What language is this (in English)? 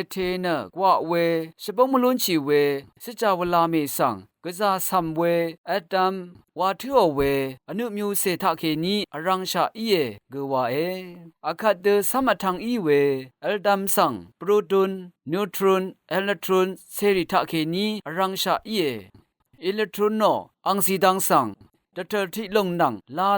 Rawang